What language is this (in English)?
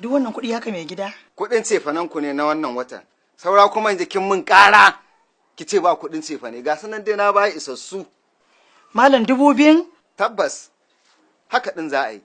Hausa